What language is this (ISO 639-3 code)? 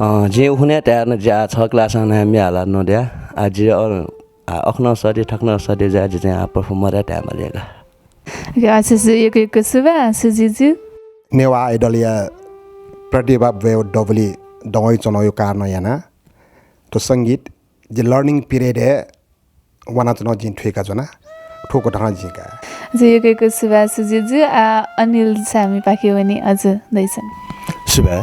new